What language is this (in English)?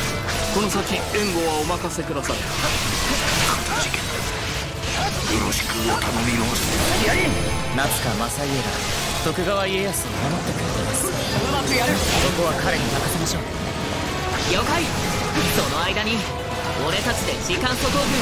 Japanese